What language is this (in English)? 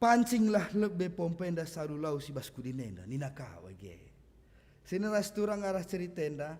Batak Karo